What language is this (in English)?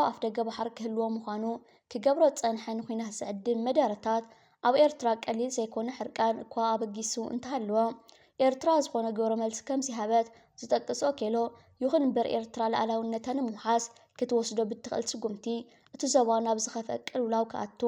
Tigrinya